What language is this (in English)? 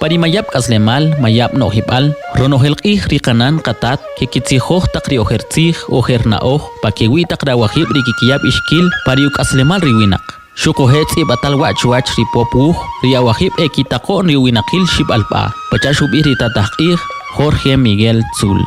Kʼicheʼ